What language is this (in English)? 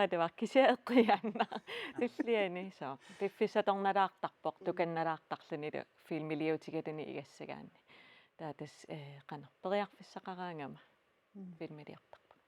Kalaallisut